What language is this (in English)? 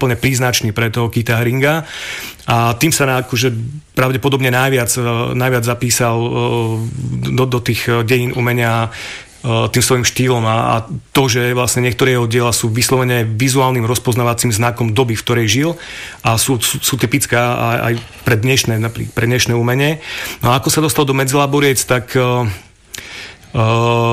Slovak